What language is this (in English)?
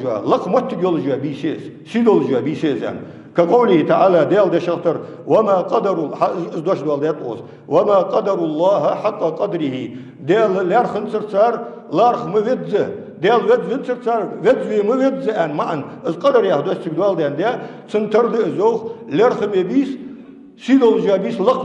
Ingush